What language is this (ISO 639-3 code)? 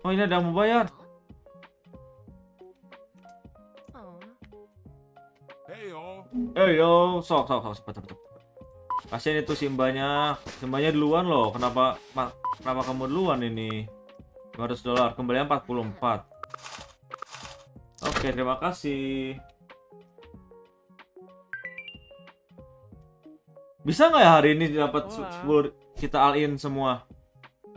ind